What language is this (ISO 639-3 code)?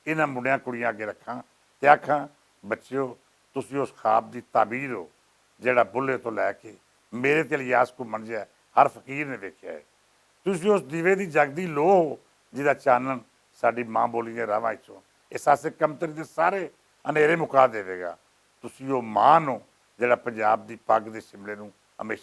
lah